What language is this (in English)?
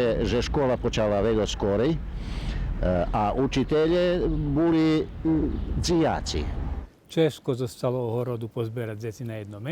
Rusyn